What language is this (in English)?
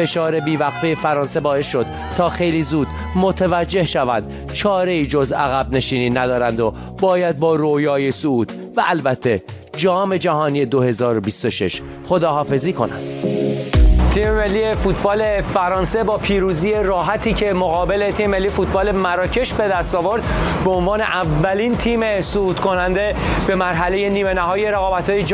Persian